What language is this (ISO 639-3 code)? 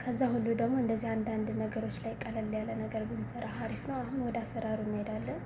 amh